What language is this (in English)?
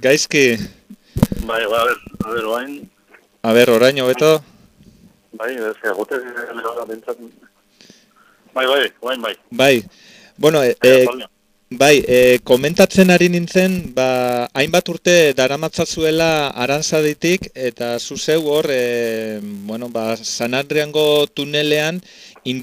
Basque